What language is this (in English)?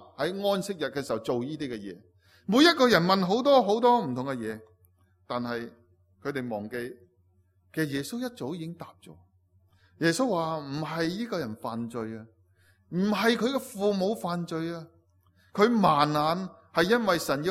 Cantonese